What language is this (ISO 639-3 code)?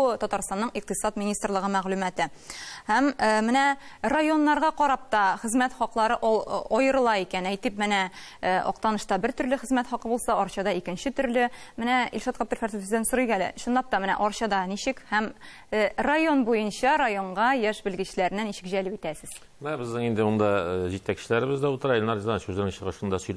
tat